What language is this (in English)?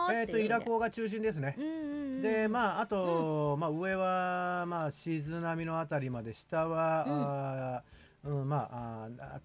Japanese